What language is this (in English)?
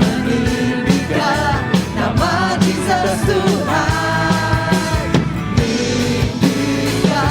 Iban